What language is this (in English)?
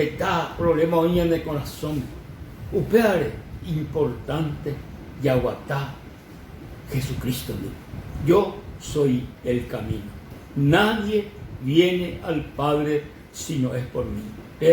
Guarani